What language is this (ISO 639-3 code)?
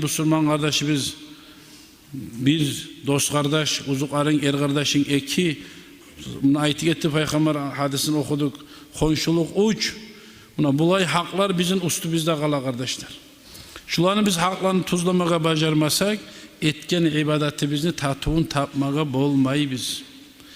kum